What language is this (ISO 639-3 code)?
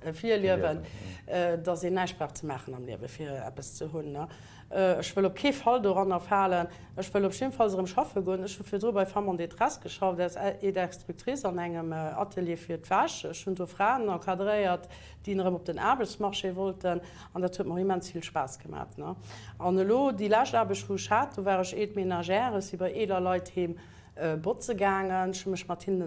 ltz